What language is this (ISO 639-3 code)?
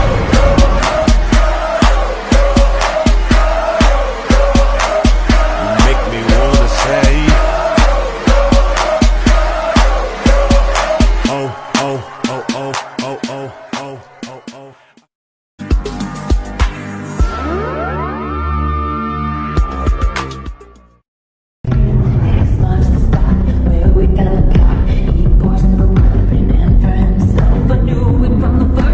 eng